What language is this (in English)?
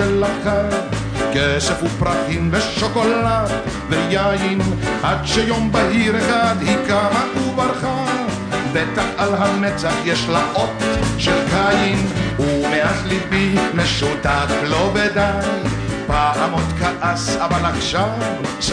Hebrew